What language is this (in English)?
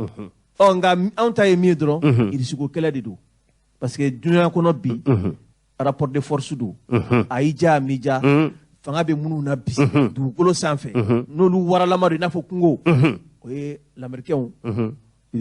Bambara